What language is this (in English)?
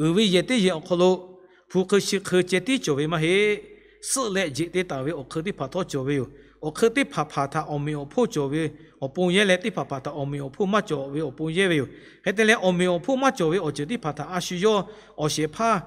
Lahu